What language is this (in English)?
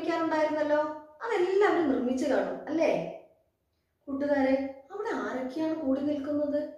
Malayalam